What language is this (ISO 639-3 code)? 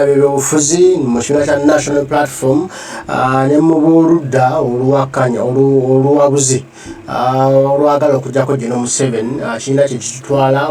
lug